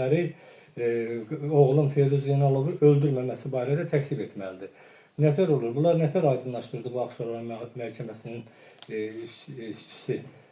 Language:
Azerbaijani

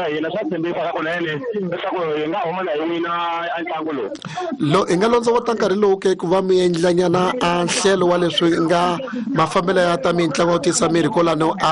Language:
Tsonga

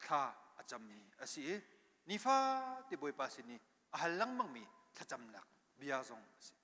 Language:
Hakha Chin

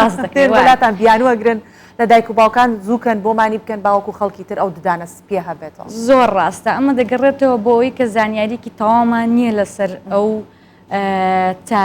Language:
Central Kurdish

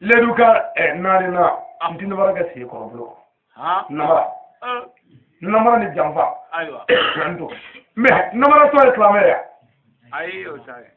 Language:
Bambara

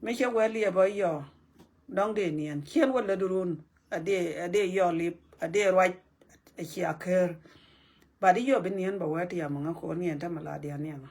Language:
Nuer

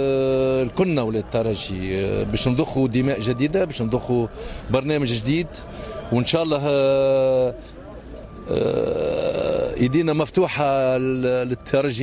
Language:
Tunisian Arabic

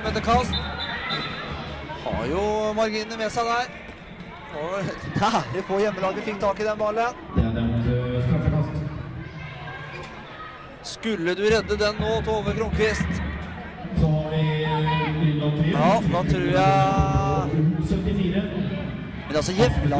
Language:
Norwegian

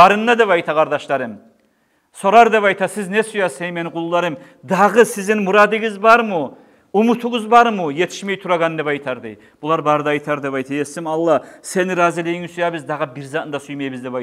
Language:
Kumyk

